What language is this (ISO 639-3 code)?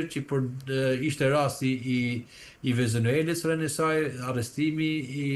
sqi